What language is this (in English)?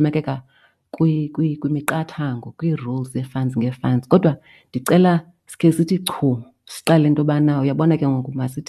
Xhosa